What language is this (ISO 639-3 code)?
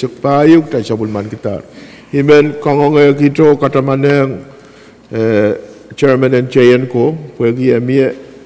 pon